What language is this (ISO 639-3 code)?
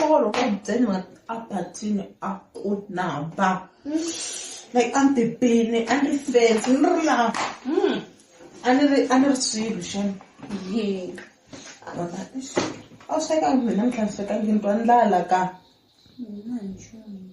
tso